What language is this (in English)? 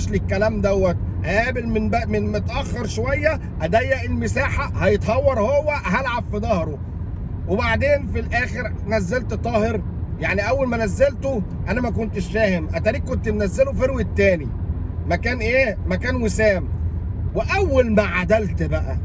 Egyptian Arabic